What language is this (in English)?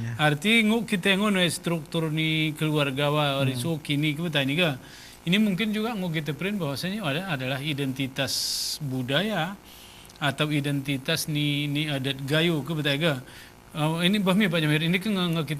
Gayo